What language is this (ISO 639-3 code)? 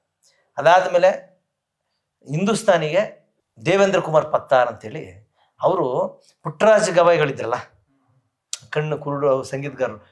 kan